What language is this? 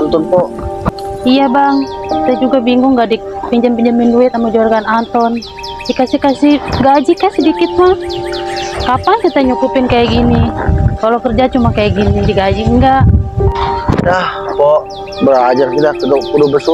Betawi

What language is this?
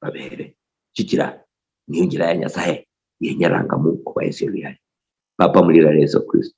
Luyia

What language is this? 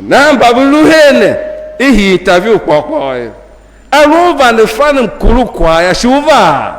Tiv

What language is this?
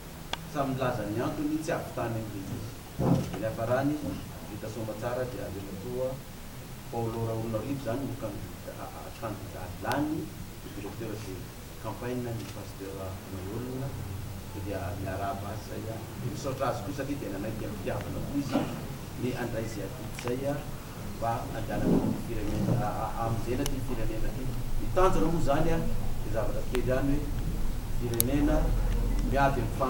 Malagasy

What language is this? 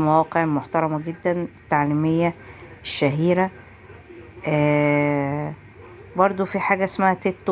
Egyptian Arabic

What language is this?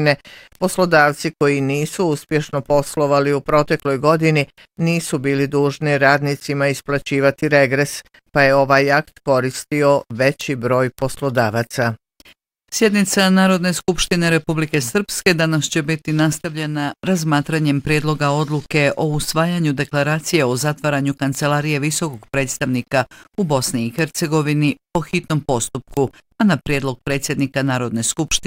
Bosnian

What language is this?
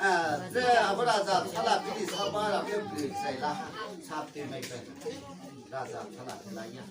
Riang (India)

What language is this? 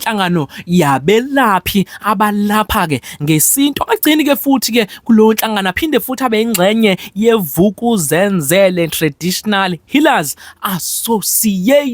Zulu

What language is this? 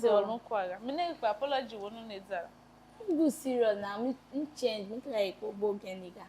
Tiv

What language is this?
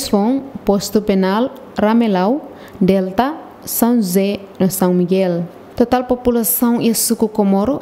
Tetum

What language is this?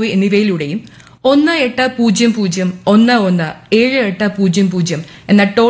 Malayalam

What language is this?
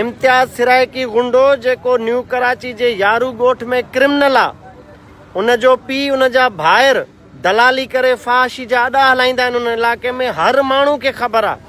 Sindhi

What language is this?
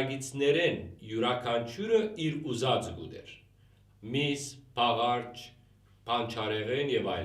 Western Armenian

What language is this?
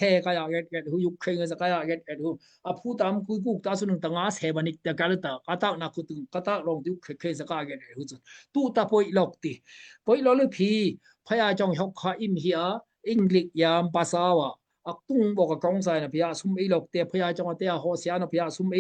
Daai Chin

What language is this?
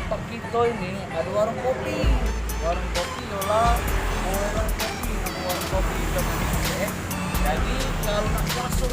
Musi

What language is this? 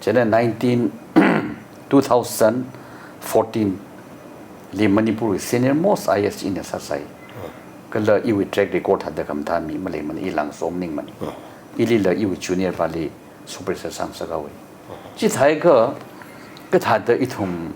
Tangkhul Naga (India)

